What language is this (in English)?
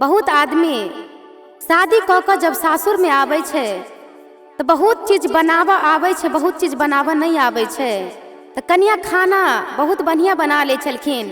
Maithili